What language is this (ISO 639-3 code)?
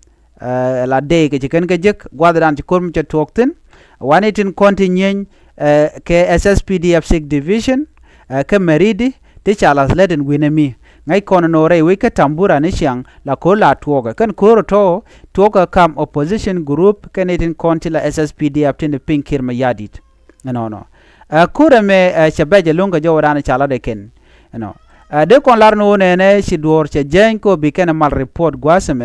nus